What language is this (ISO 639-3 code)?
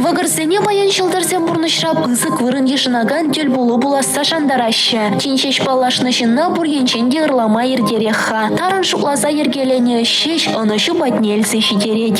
chv